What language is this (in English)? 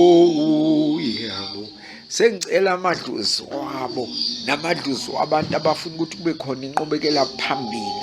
Zulu